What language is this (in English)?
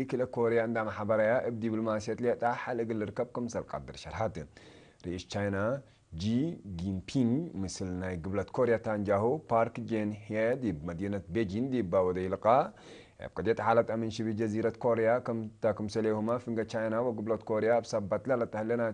Tigre